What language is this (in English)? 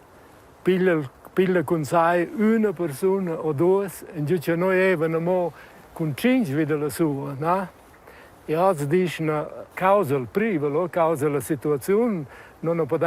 Romansh